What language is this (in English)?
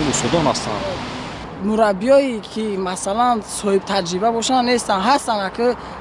Tajik